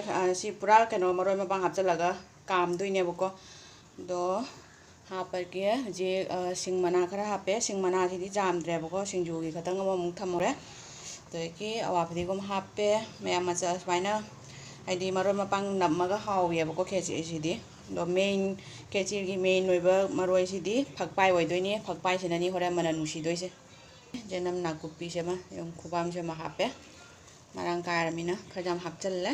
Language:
Manipuri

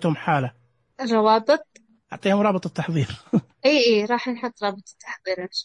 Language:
Najdi Arabic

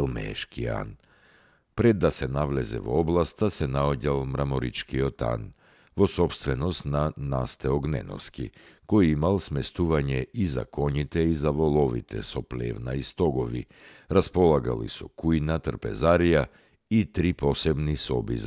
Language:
Macedonian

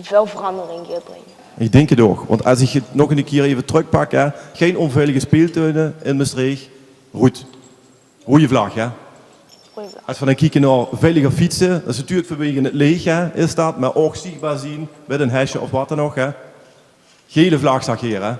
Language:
Limburgish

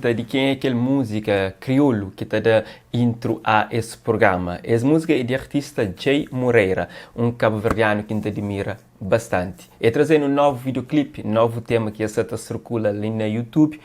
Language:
Kabuverdianu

